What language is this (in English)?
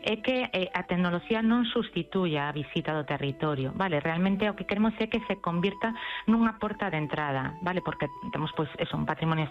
Galician